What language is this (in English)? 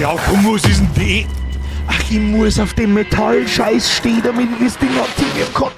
Bavarian